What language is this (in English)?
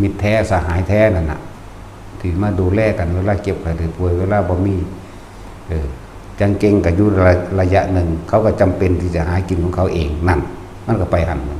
Northeastern Thai